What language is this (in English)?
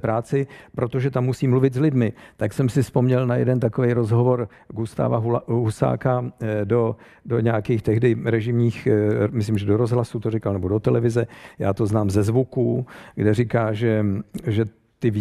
Czech